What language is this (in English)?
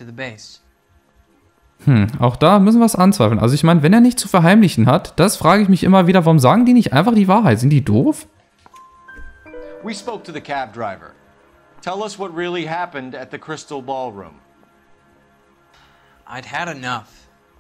German